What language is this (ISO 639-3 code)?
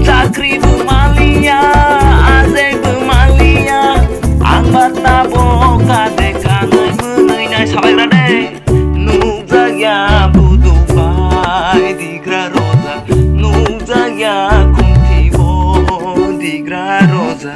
trp